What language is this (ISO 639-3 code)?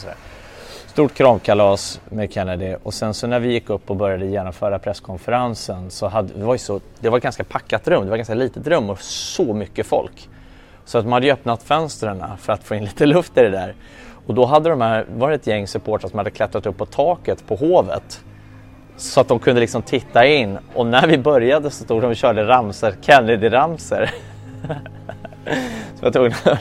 swe